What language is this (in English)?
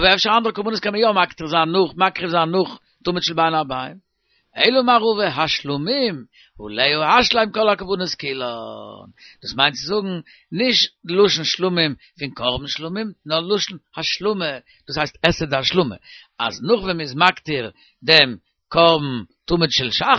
Yiddish